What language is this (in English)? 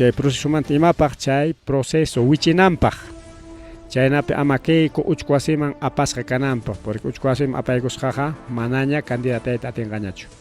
Ayacucho Quechua